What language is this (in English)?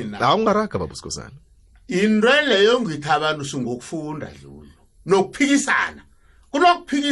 South Ndebele